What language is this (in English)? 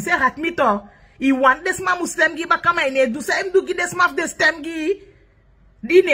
Sranan Tongo